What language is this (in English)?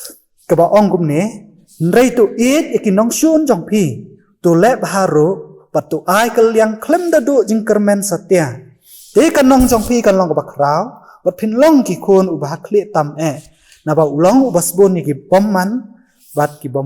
Khasi